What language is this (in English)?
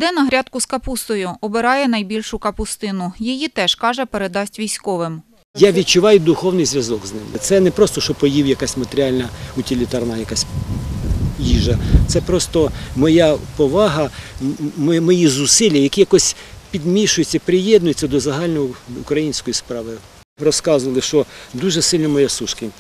Ukrainian